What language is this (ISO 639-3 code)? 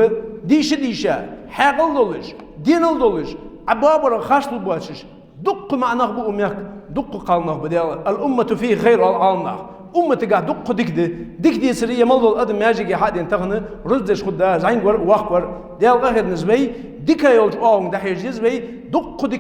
inh